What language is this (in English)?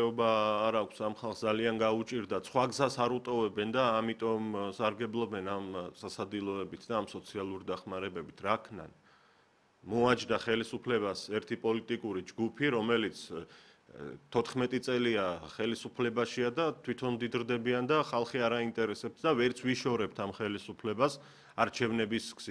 Georgian